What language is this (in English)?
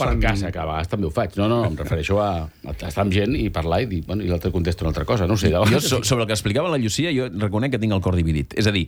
Catalan